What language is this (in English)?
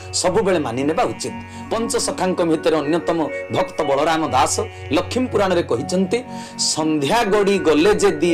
Odia